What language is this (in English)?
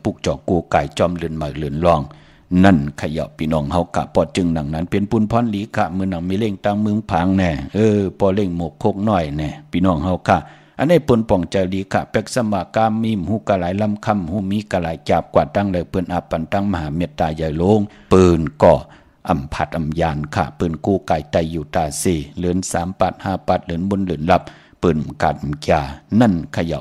Shan